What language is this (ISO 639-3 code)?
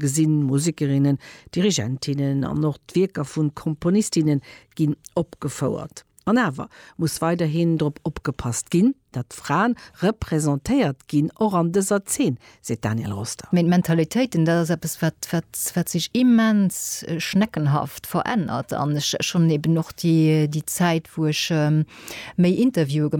ltz